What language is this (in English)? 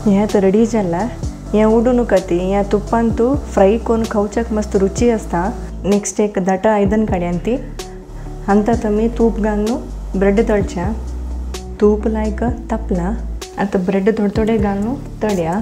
Konkani